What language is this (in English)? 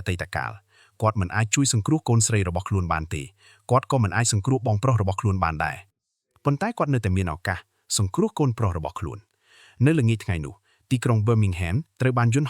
Khmer